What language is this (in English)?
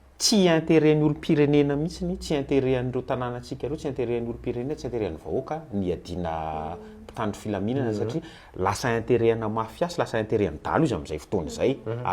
Malagasy